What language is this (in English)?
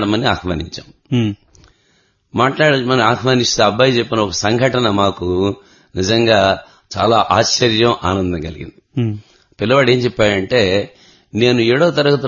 Telugu